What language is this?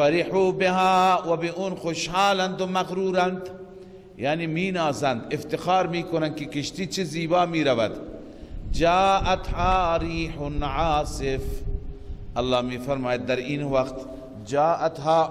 Persian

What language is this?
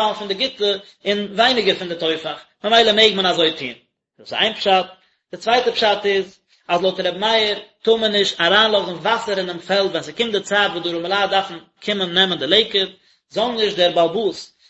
Yiddish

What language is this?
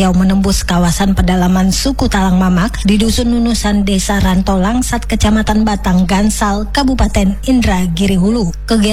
Indonesian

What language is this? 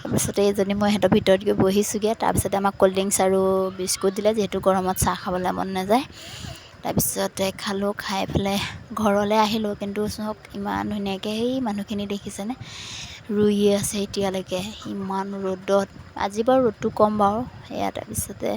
Assamese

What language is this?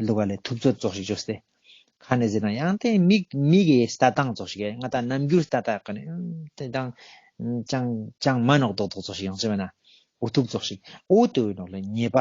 Ladakhi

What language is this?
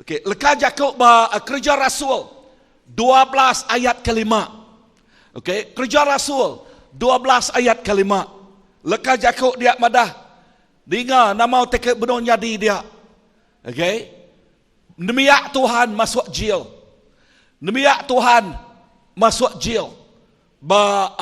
Iban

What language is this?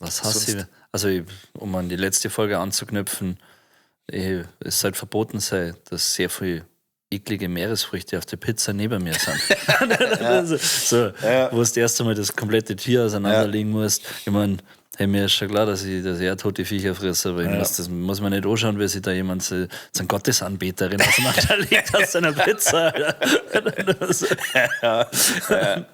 Bavarian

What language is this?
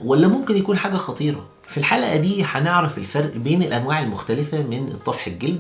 Egyptian Arabic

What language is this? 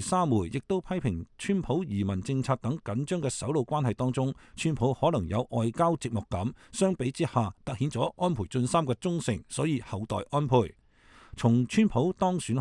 Cantonese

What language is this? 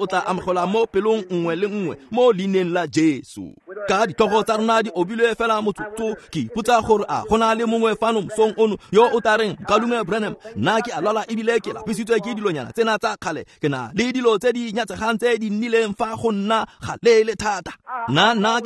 Tswana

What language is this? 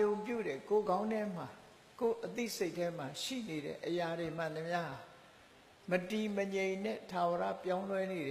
Burmese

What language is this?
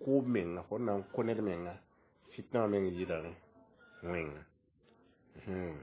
Mossi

